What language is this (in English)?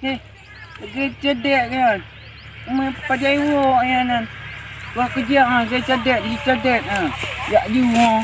Achinese